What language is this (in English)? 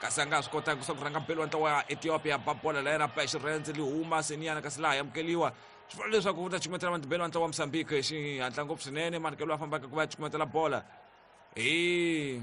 Tsonga